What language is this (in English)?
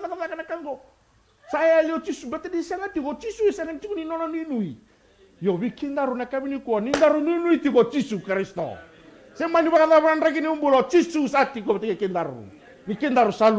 Fijian